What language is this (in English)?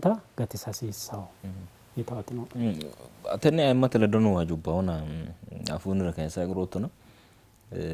Sidamo